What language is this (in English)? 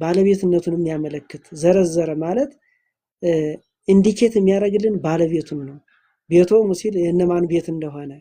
Amharic